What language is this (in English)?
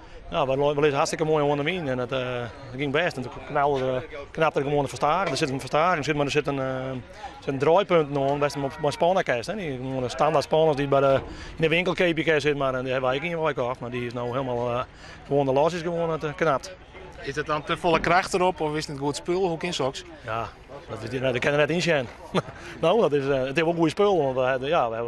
Western Frisian